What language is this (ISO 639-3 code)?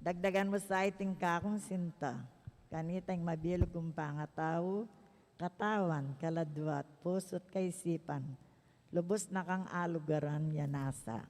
pam